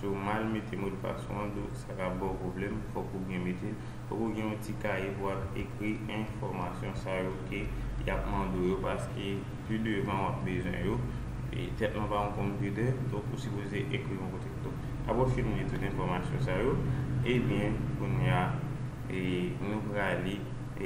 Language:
Haitian Creole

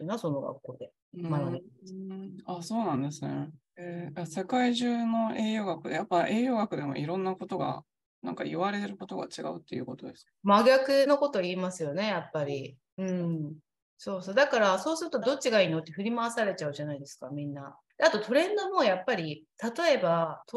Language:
Japanese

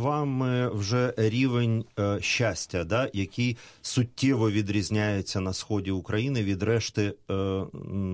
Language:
Ukrainian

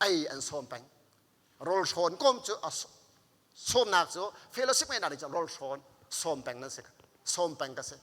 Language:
Hakha Chin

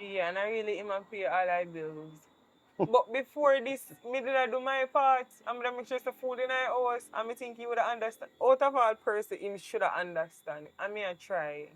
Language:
Jamaican Creole English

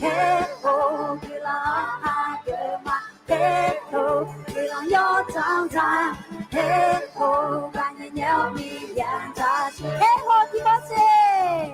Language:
Akha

